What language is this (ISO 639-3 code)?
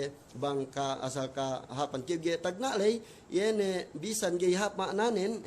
yka